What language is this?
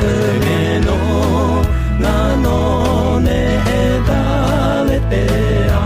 Akha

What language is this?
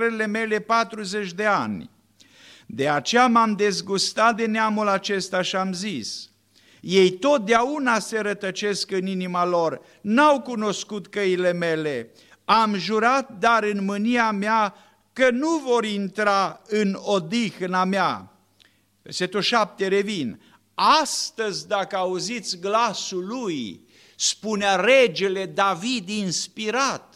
Romanian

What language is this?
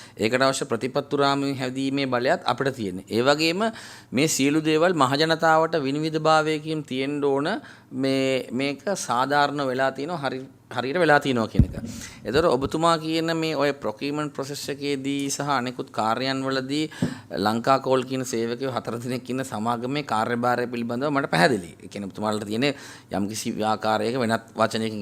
Sinhala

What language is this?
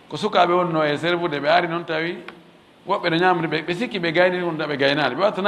Fula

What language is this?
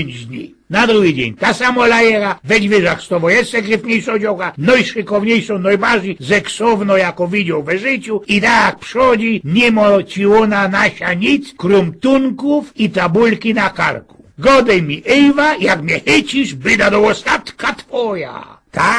Silesian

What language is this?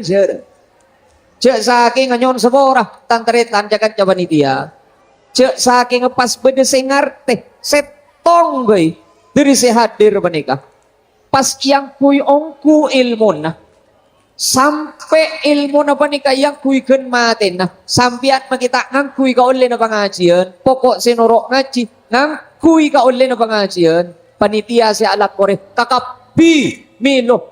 Madurese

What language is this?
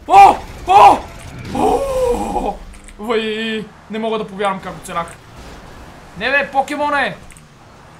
Bulgarian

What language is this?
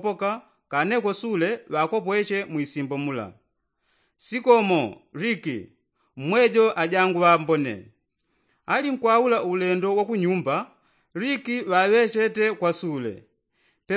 Yao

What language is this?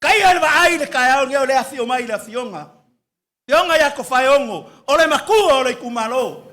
Samoan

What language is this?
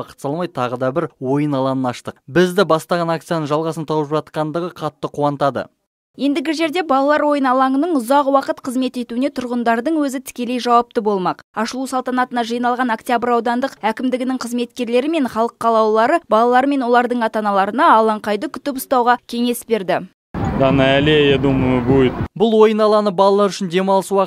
Kazakh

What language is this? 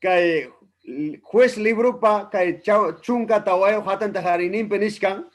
Ayacucho Quechua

